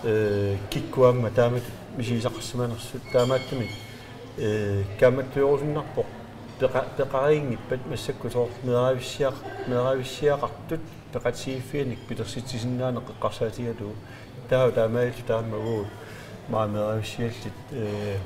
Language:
Kalaallisut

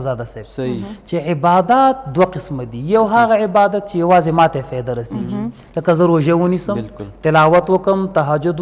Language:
Pashto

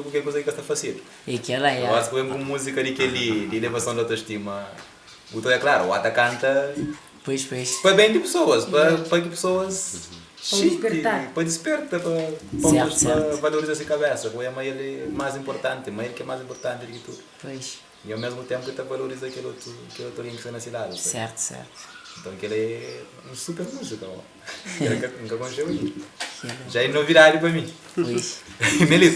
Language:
Kabuverdianu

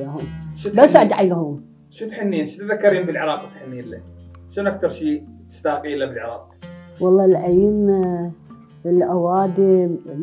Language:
Mesopotamian Arabic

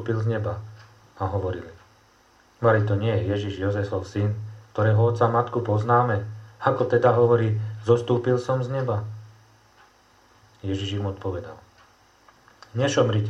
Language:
Slovak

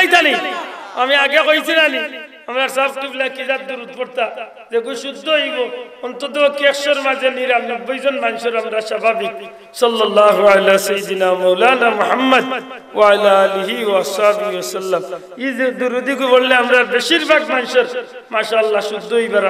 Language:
Sylheti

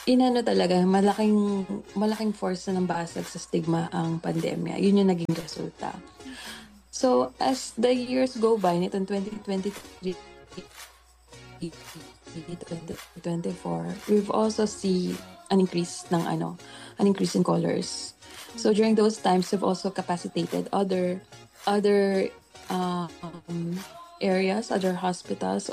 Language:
Filipino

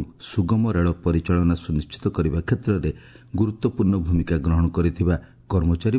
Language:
Odia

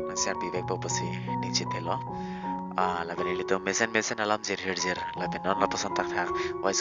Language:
Karbi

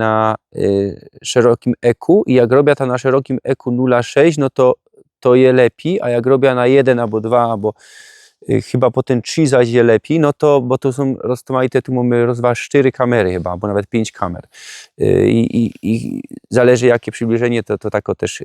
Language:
Silesian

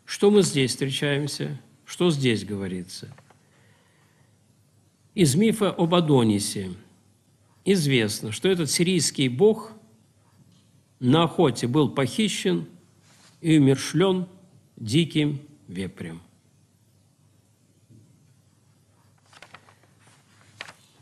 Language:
Russian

